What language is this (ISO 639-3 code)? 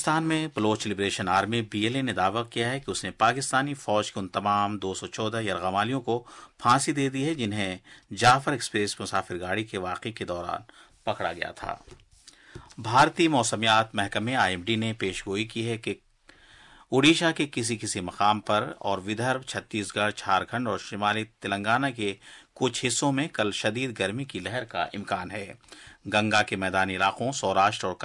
urd